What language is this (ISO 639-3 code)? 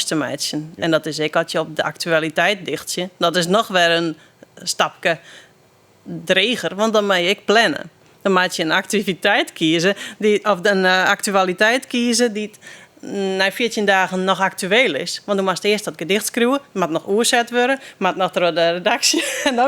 fry